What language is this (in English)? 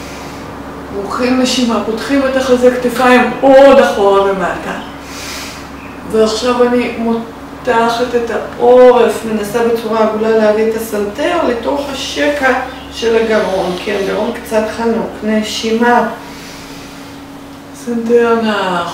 Hebrew